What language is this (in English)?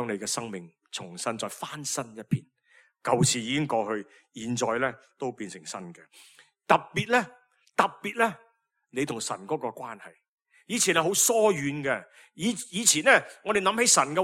Cantonese